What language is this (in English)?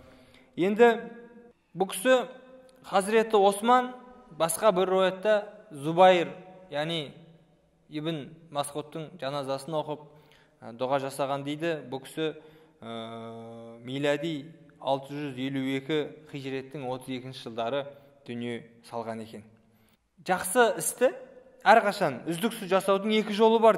Kazakh